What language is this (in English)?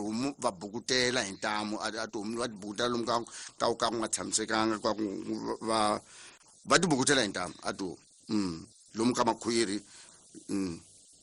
Tsonga